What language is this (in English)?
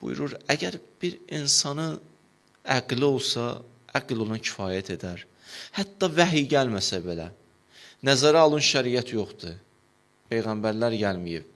Azerbaijani